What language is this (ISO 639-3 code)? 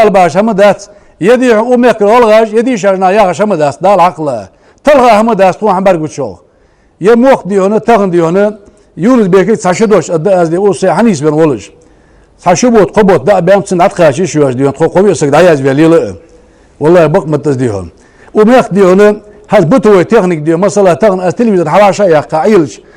inh